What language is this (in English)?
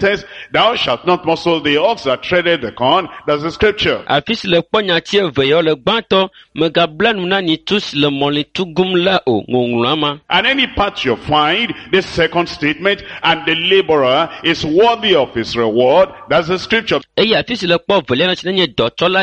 Ewe